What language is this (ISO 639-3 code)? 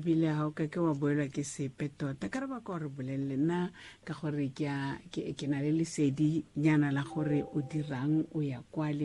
tsn